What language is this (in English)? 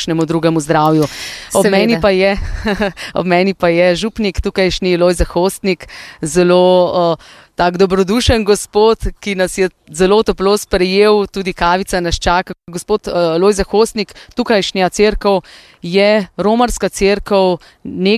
Slovenian